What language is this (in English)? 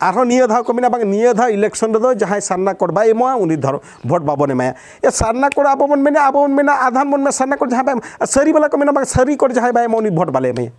Santali